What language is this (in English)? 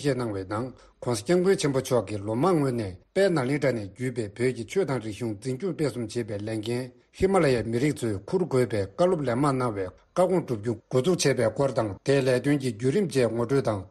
Tibetan